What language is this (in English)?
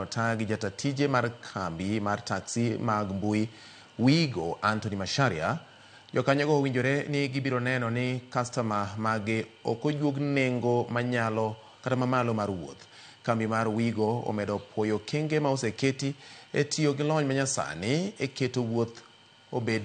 Luo (Kenya and Tanzania)